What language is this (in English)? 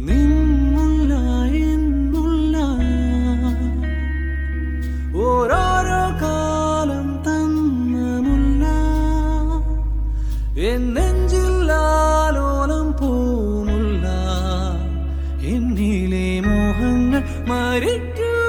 Malayalam